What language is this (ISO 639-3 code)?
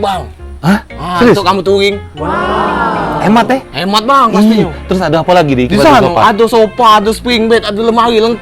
mui